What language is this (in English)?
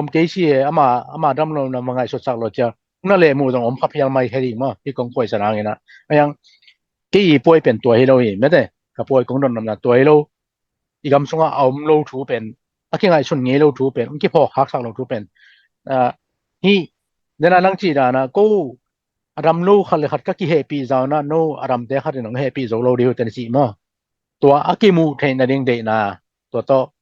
Tedim Chin